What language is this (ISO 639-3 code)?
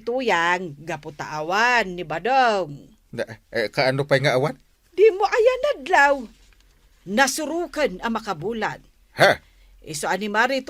ilo